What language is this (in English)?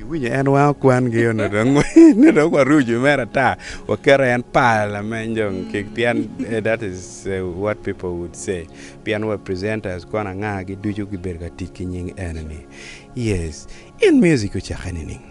Acoli